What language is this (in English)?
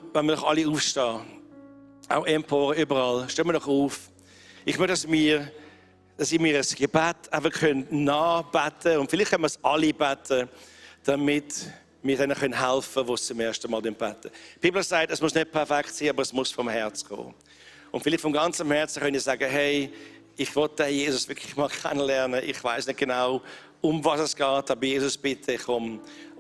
Swiss German